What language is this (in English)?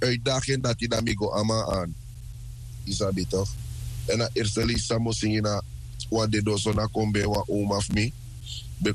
Sranan Tongo